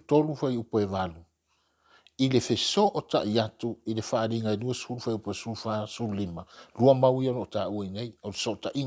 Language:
Samoan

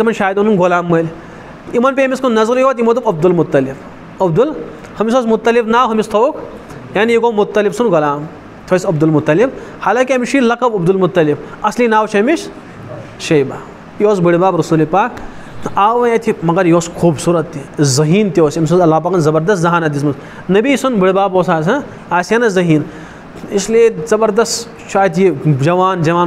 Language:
Kashmiri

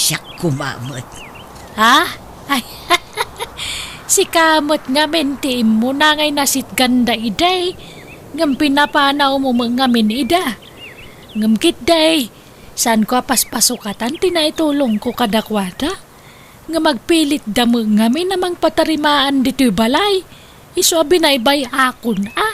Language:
Iloko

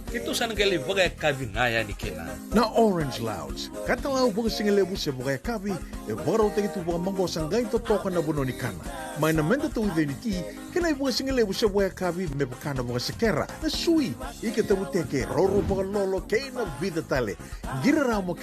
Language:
Fijian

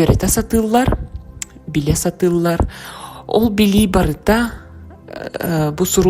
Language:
Yakut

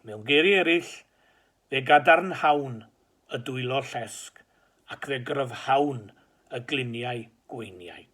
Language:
Welsh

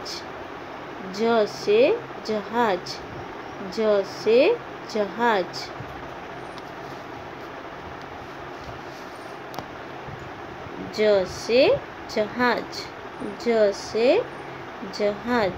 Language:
Gujarati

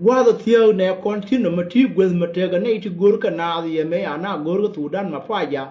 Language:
Nuer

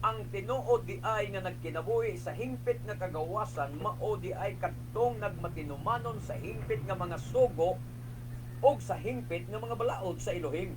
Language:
Cebuano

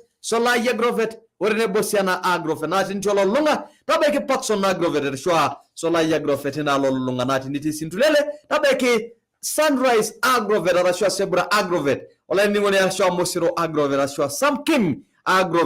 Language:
Masai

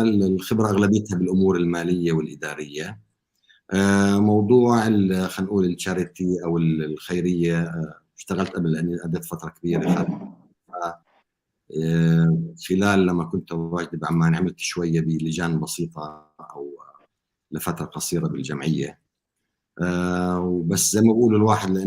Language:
North Levantine Arabic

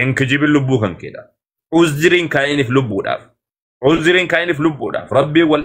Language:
Oromo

